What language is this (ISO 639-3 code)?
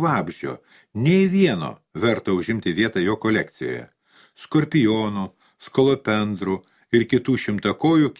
lit